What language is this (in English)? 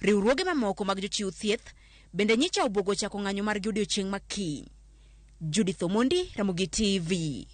Luo (Kenya and Tanzania)